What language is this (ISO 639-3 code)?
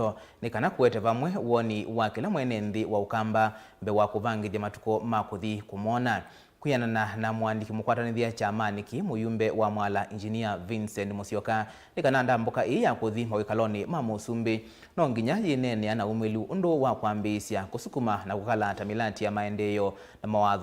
kam